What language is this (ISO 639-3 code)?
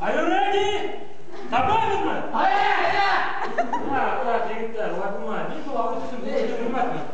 bak